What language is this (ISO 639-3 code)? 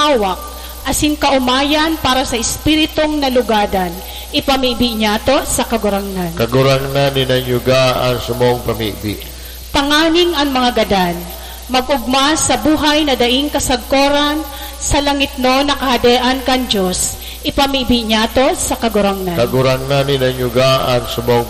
bik